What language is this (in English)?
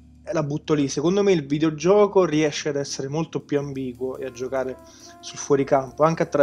Italian